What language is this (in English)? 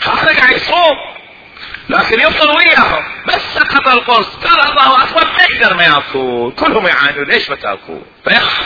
Mesopotamian Arabic